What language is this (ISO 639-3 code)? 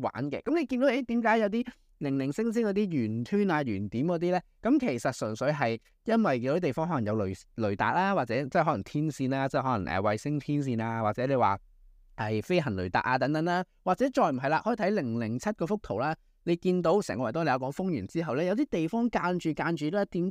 yue